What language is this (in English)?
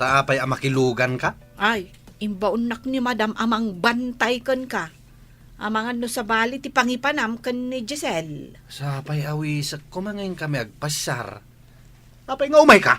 Iloko